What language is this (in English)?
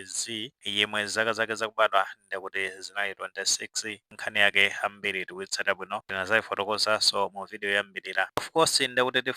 Nyanja